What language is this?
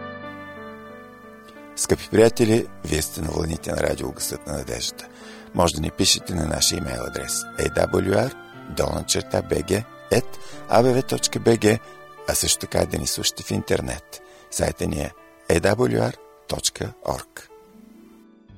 Bulgarian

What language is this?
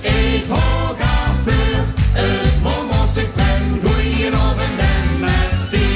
Limburgish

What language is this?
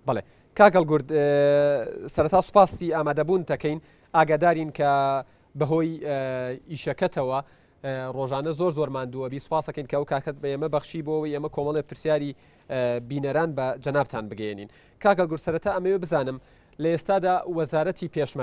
Central Kurdish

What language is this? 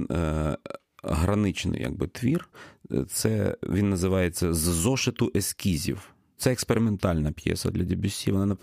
Ukrainian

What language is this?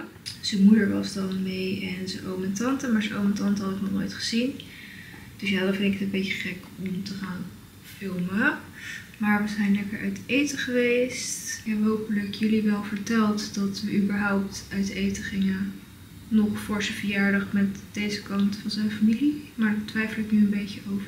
Dutch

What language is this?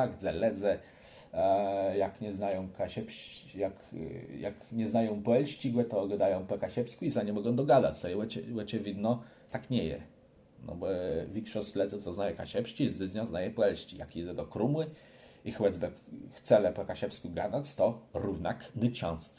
Kashubian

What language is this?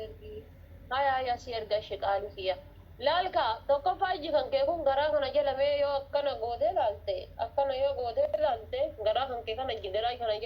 Oromo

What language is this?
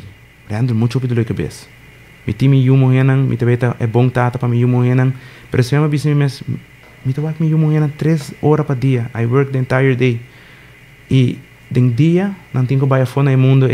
Papiamento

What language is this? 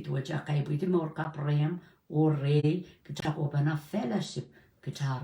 Pohnpeian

